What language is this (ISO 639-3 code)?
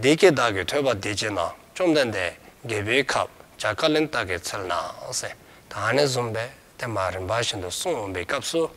dzo